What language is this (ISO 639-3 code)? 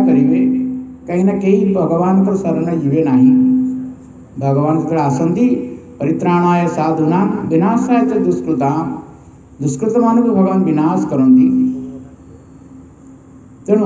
ori